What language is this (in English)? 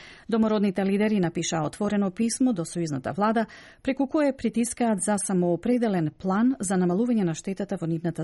Macedonian